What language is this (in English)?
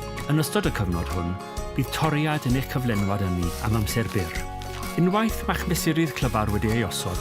Welsh